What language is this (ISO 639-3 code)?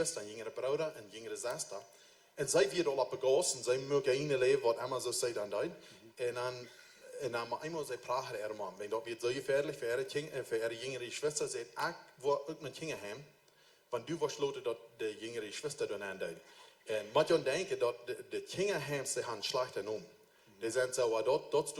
pdt